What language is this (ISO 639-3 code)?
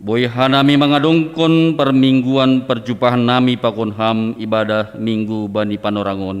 bts